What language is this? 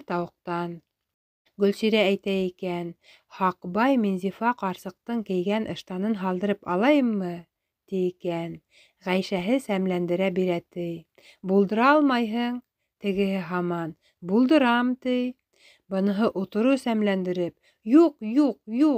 Bashkir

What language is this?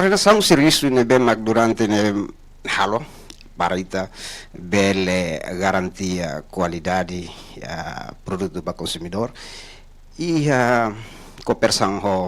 Tetum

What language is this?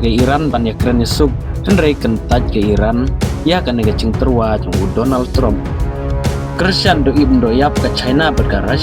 Khasi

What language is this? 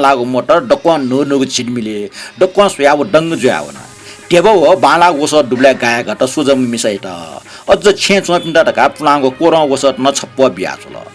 Newari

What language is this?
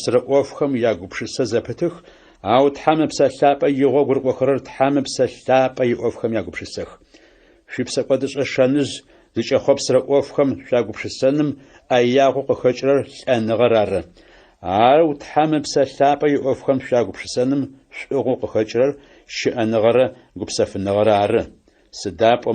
Adyghe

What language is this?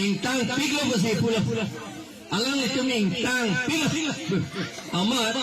Karbi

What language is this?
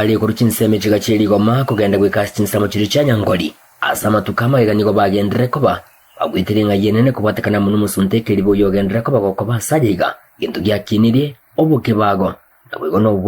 Gusii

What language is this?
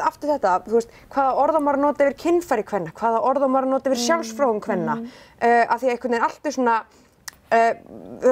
Icelandic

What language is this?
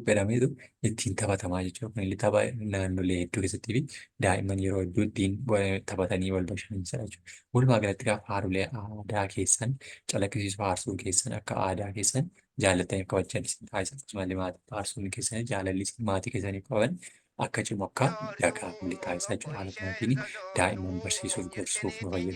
Oromo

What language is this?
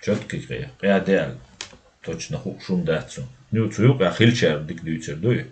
Chechen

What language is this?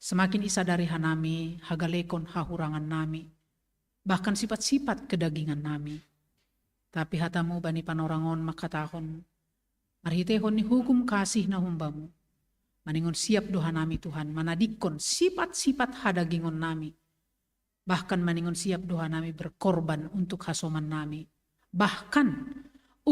Batak Simalungun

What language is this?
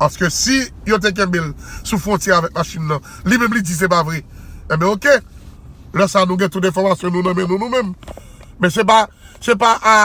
Haitian Creole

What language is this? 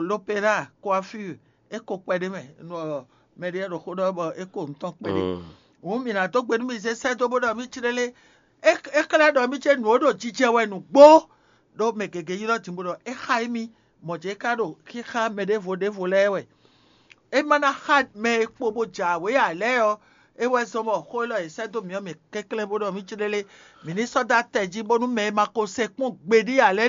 Fon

